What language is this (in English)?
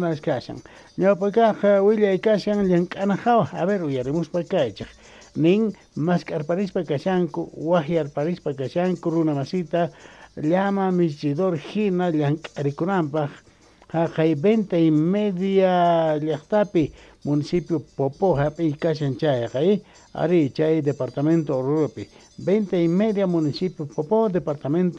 South Bolivian Quechua